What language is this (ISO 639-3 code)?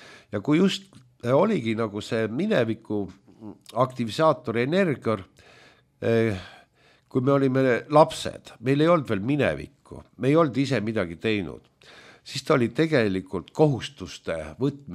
est